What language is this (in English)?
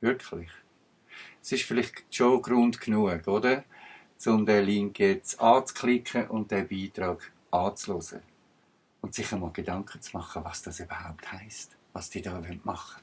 Swiss German